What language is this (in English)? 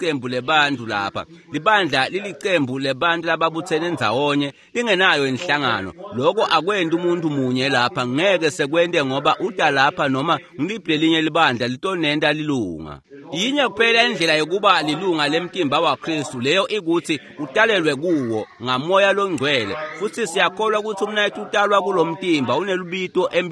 Swati